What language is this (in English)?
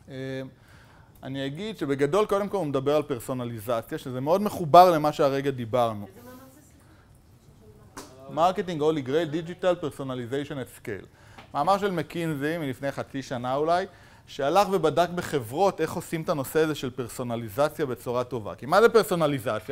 Hebrew